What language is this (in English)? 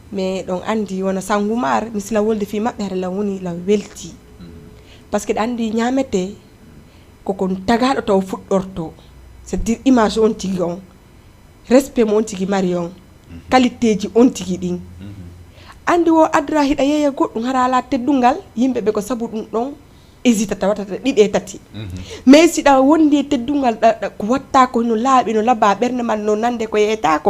Fula